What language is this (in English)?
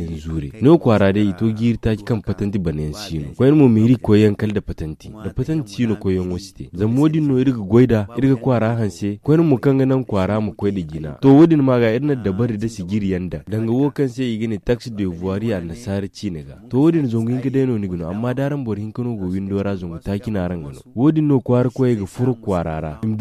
Zarma